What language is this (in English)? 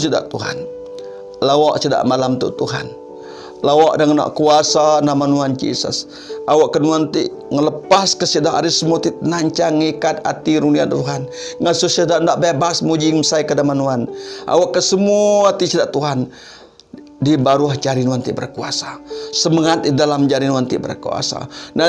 Iban